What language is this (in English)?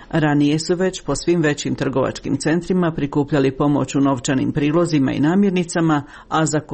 Croatian